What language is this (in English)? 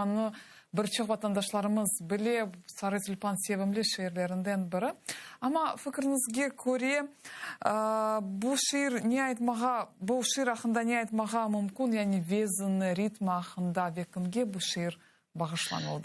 Crimean Tatar